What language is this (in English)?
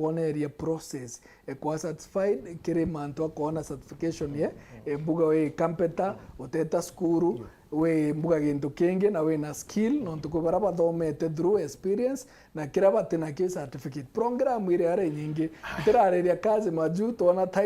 Meru